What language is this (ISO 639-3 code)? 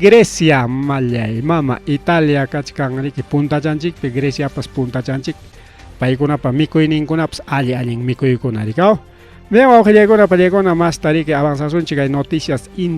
quy